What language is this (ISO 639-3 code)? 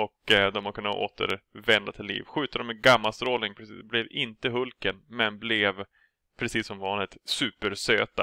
swe